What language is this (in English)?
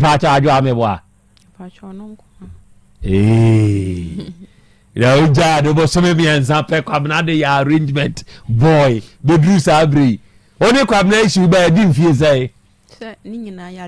Akan